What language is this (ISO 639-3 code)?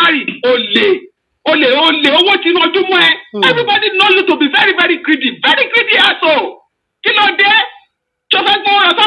yor